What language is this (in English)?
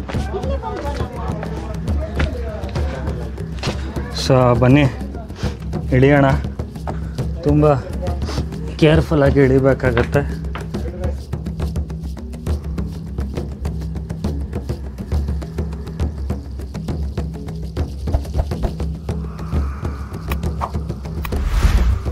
Kannada